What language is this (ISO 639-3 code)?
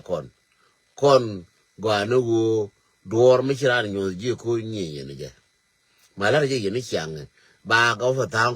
nus